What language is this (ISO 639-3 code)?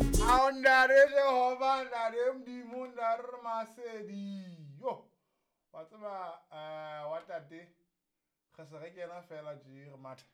sot